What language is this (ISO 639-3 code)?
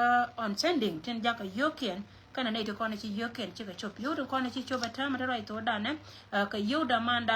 nus